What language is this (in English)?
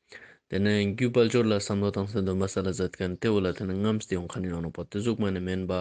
Ladakhi